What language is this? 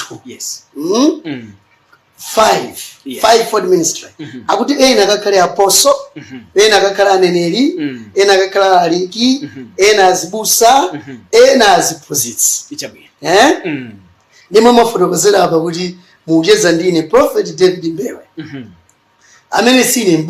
Nyanja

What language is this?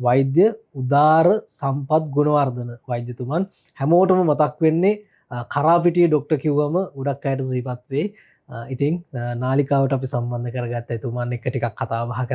Sinhala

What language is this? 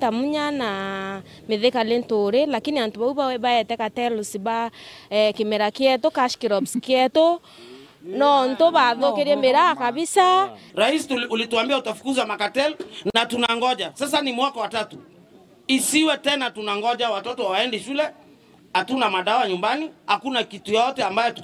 Meru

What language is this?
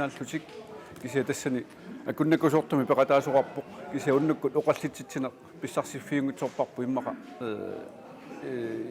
Kalaallisut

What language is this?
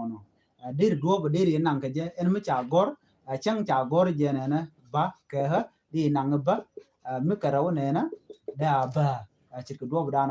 Nuer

